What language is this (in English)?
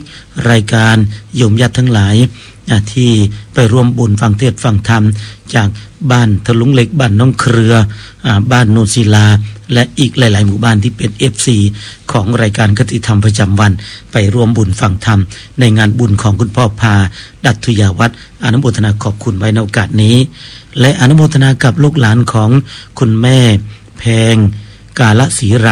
Thai